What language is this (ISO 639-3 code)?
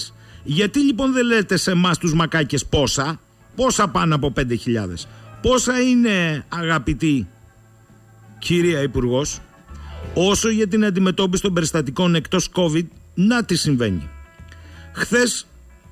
ell